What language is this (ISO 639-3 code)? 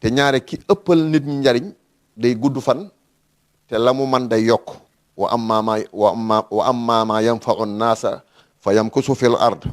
wol